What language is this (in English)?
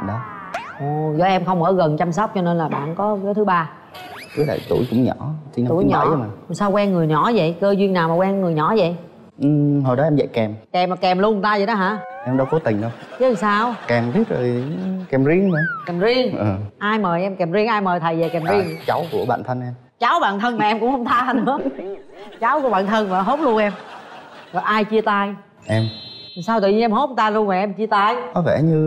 Vietnamese